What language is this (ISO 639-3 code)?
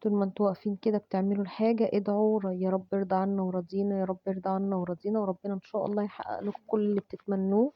arz